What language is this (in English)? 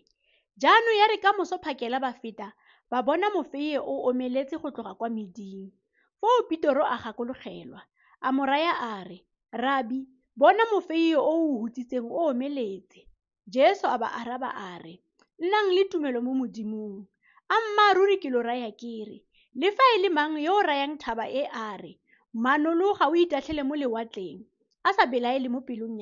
Tswana